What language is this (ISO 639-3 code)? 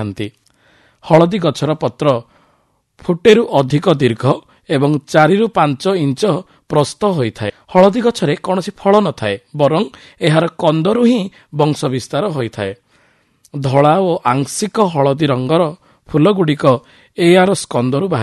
ori